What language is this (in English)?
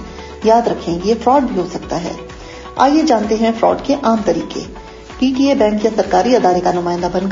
Urdu